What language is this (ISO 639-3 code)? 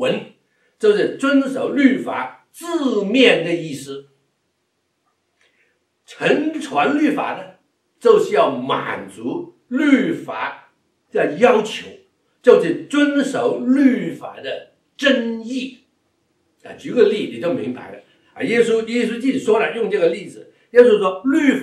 zho